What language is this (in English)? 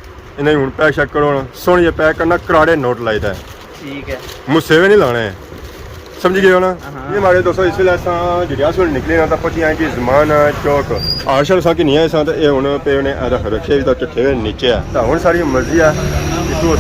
Pahari-Potwari